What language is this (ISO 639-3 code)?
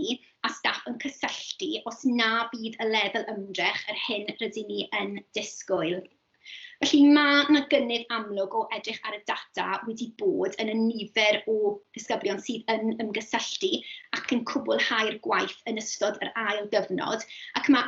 cym